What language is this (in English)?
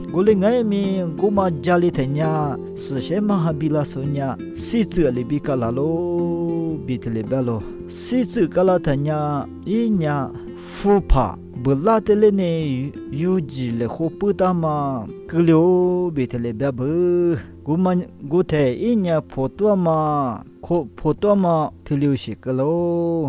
Lisu